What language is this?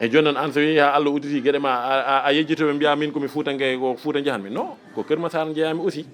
Fula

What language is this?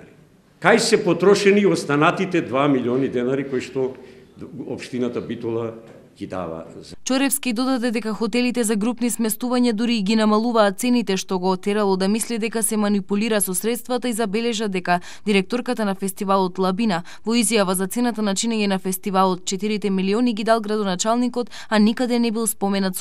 Macedonian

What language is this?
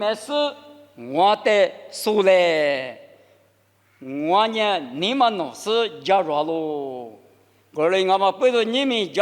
Lisu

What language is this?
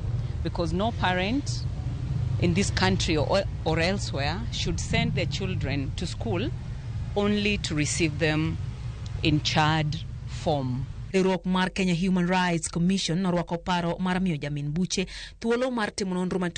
Luo (Kenya and Tanzania)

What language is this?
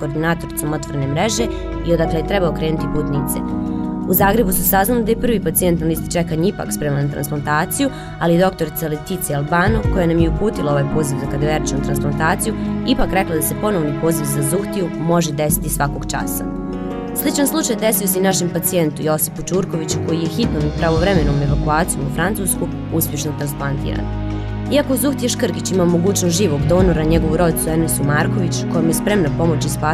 Bosnian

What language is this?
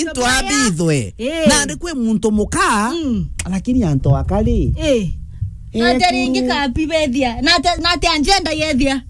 Meru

